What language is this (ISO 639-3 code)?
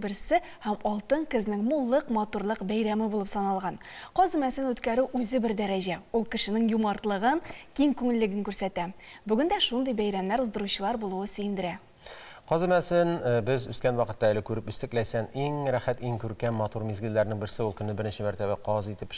tat